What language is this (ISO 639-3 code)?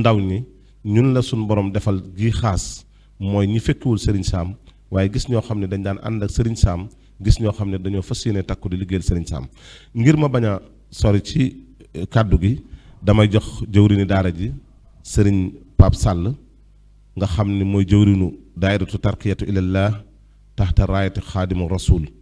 wol